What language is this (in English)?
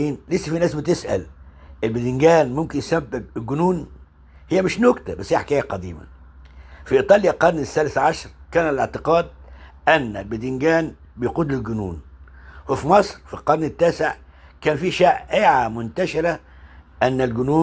Egyptian Arabic